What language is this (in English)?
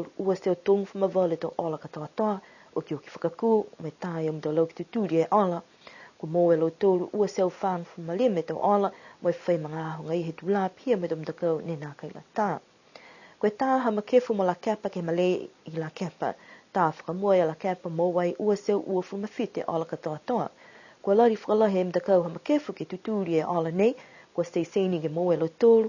Niuean